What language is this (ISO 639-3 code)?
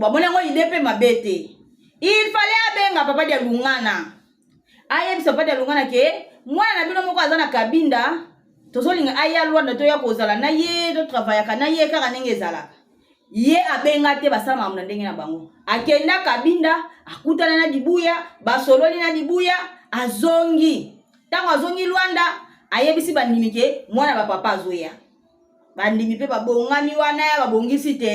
lin